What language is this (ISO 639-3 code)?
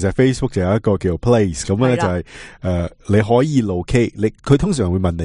yue